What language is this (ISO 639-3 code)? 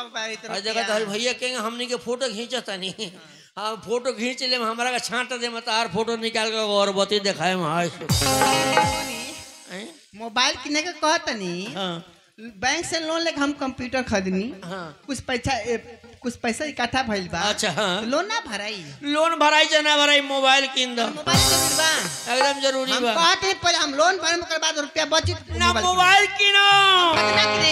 bho